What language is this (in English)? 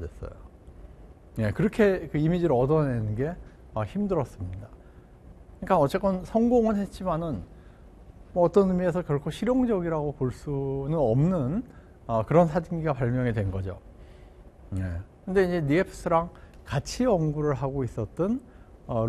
Korean